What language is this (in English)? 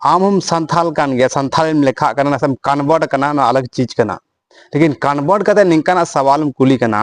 Santali